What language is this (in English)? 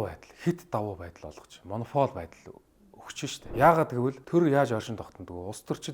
Mongolian